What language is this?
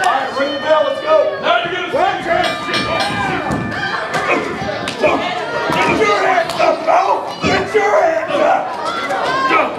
English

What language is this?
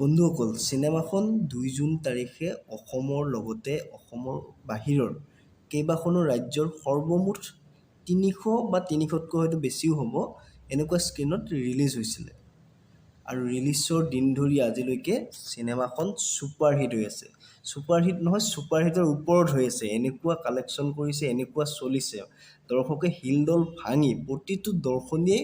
Assamese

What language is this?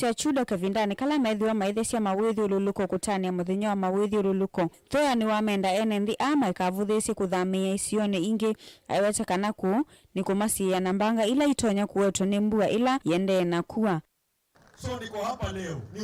Kamba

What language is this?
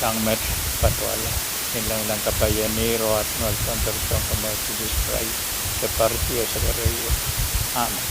Pohnpeian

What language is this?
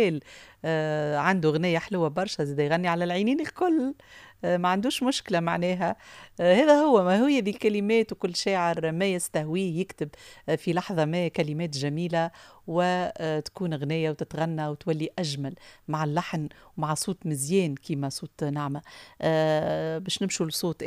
Tunisian Arabic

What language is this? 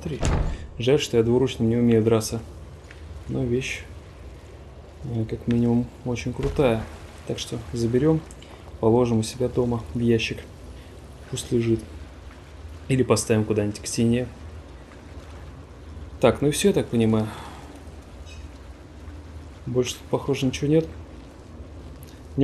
Russian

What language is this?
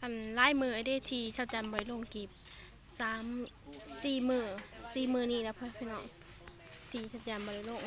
Northeastern Thai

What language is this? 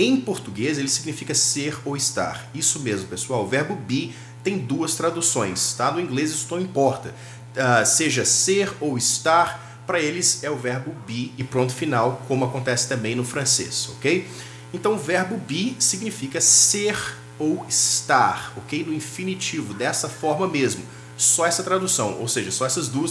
Portuguese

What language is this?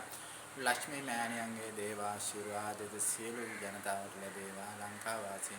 Sinhala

